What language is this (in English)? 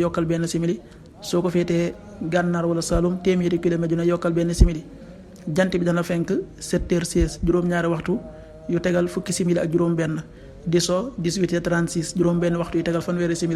Wolof